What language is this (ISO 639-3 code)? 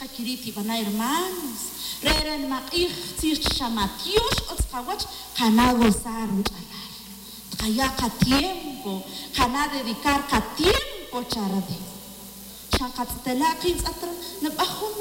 tzj